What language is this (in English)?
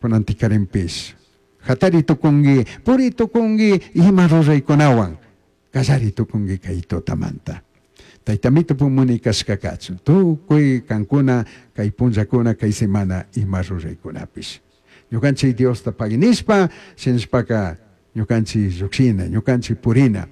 Chimborazo Highland Quichua